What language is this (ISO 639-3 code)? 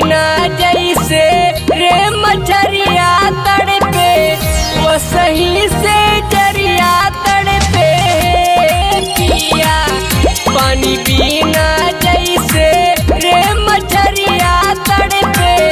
bho